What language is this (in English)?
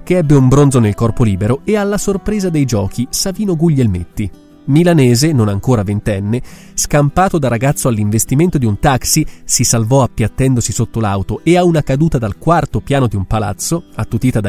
Italian